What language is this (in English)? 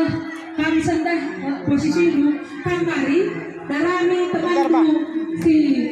Batak Karo